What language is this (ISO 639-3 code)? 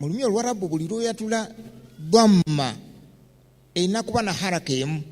lug